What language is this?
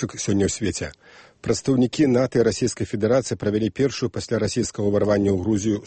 Belarusian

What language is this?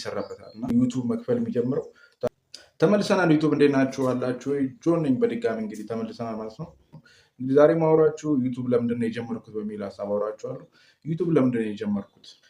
Amharic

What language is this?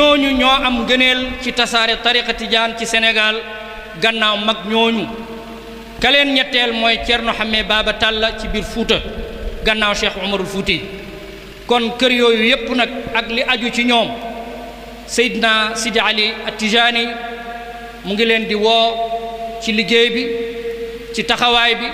Wolof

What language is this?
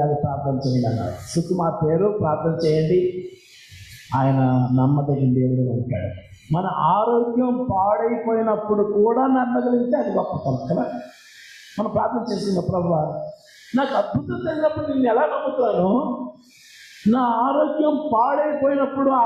Telugu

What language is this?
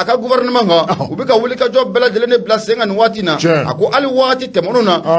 Bambara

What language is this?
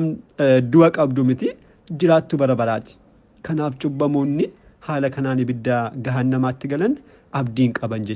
Oromo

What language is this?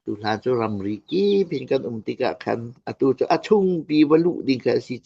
Hakha Chin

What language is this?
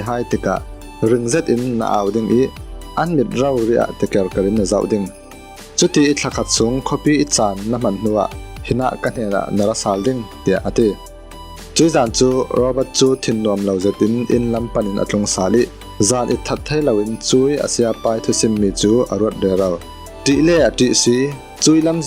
Falam Chin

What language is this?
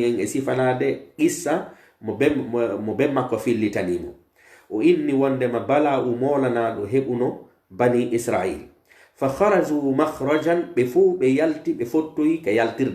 Pular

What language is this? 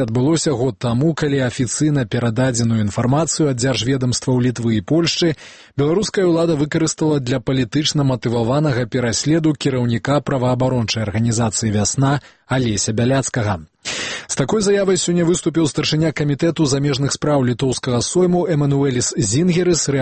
Belarusian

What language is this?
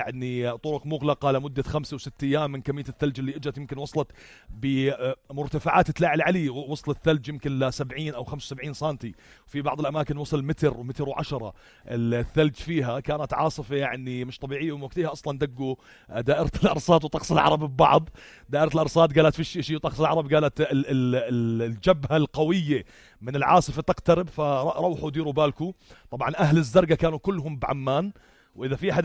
North Levantine Arabic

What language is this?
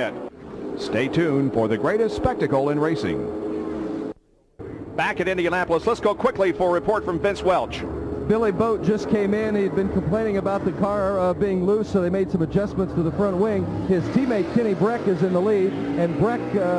English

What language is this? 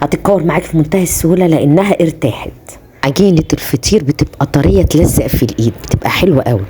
Egyptian Arabic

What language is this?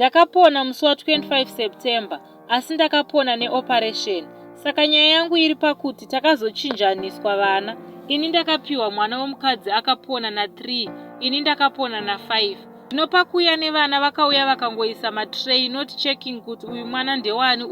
Shona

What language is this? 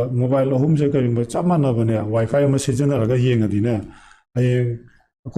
Manipuri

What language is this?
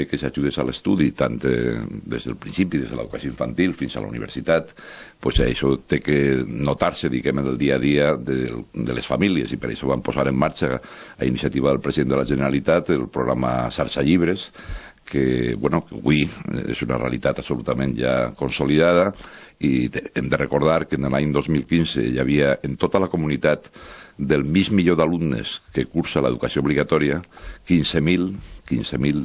Catalan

